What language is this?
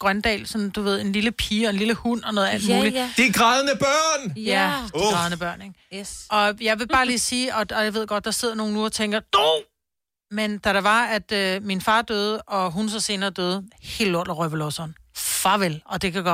Danish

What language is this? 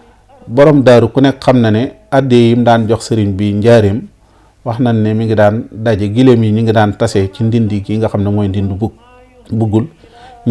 Wolof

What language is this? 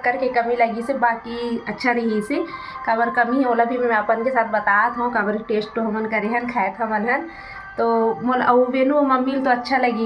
Chhattisgarhi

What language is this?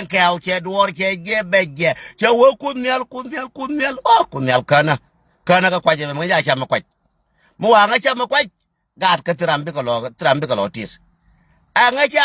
Nuer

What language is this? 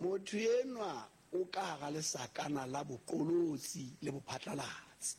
Southern Sotho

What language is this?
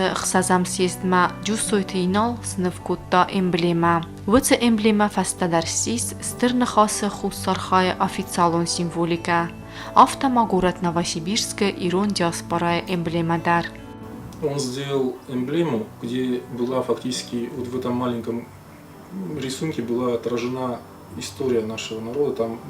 Ossetic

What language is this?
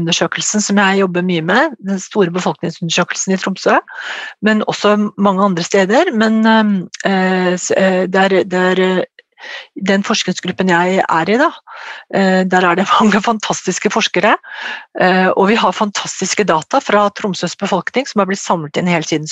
Norwegian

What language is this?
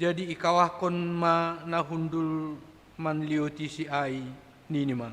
Batak Simalungun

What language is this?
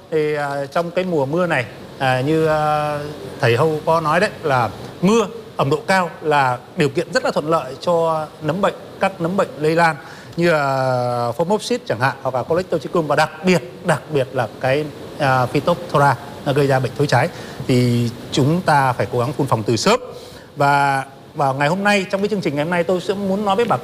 Vietnamese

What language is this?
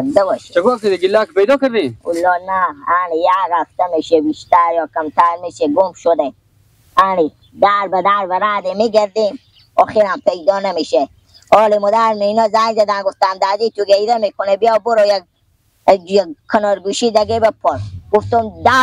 Persian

